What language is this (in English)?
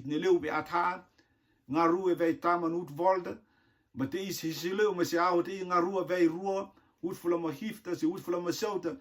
Rotuman